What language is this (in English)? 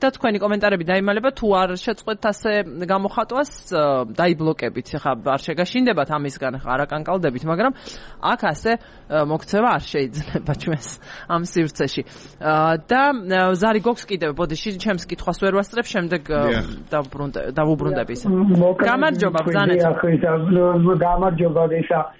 Georgian